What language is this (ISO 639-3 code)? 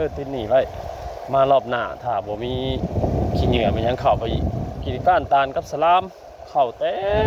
tts